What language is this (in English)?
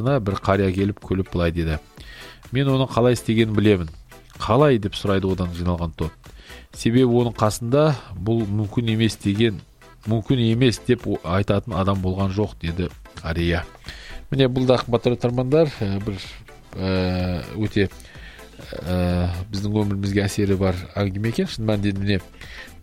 Kazakh